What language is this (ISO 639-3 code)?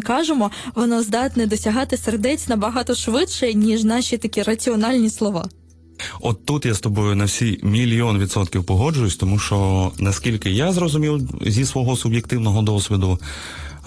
ukr